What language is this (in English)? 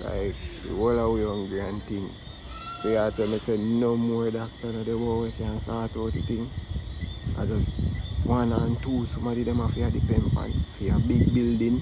Jamaican Creole English